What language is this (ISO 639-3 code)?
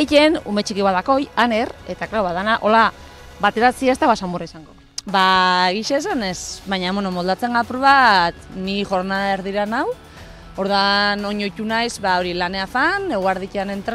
eus